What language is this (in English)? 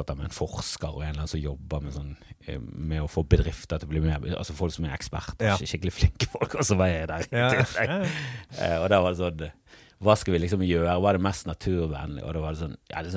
Norwegian